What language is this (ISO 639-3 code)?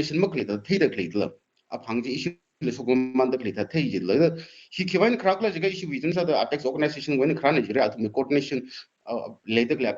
nmf